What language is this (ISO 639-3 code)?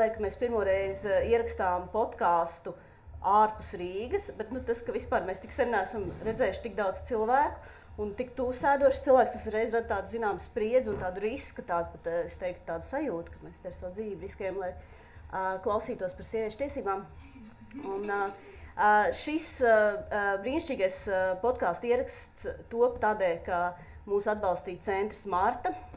lav